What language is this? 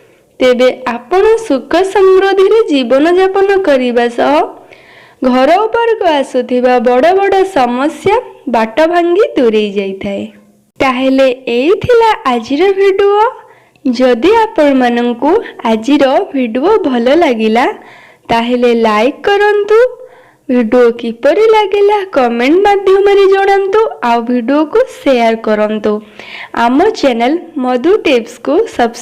Odia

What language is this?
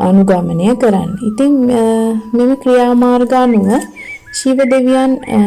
Sinhala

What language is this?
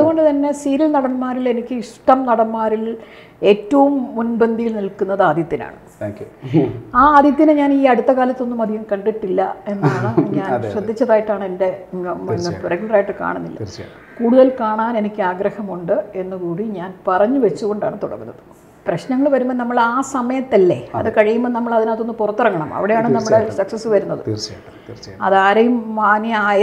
Malayalam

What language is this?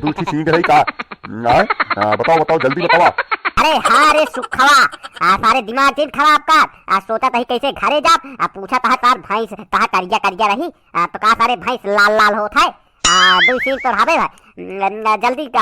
Awadhi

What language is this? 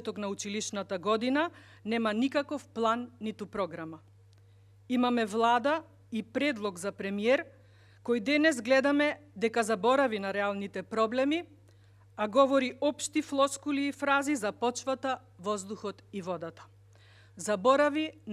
Macedonian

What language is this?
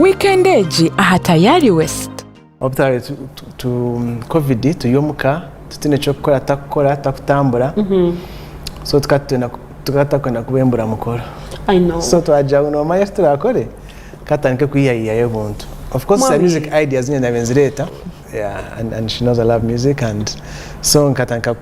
Tooro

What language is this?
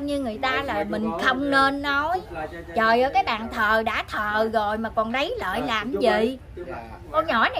Vietnamese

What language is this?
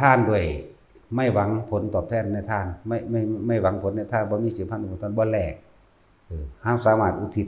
Northeastern Thai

